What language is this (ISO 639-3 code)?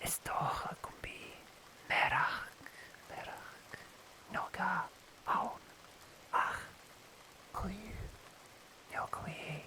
gla